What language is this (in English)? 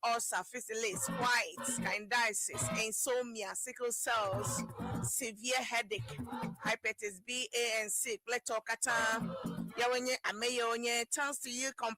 Ewe